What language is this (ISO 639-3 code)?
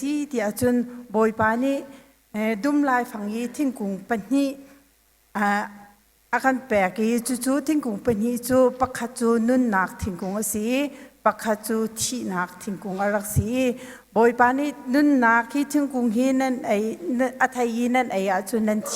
cnh